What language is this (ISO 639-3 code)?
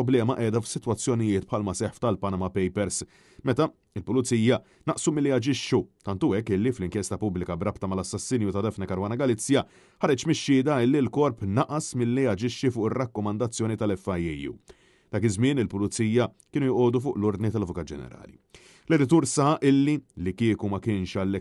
mlt